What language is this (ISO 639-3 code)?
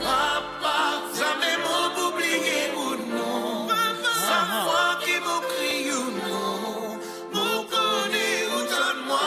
mfe